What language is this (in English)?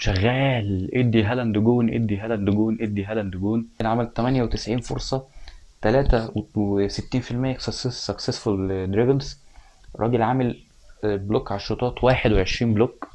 Egyptian Arabic